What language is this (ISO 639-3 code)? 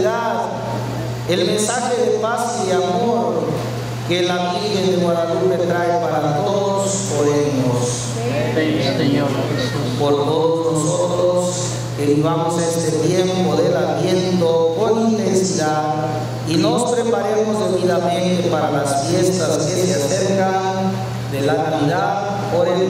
spa